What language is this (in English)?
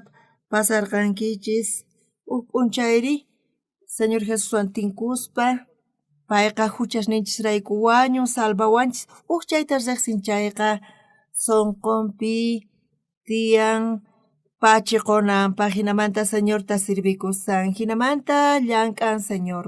South Bolivian Quechua